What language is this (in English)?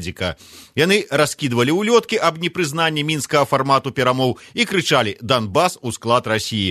Belarusian